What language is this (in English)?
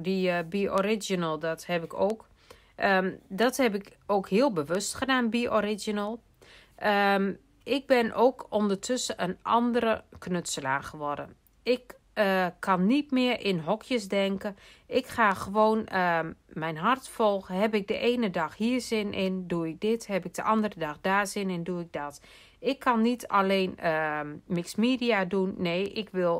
Dutch